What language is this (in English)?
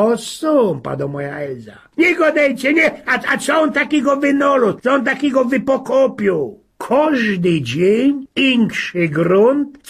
Silesian